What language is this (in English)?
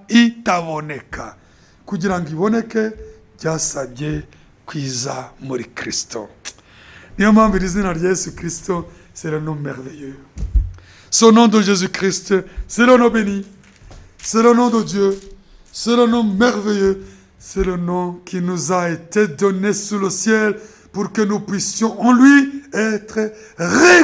Kinyarwanda